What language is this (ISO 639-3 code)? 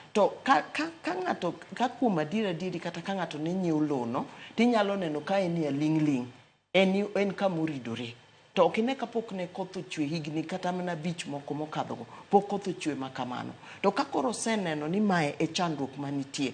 luo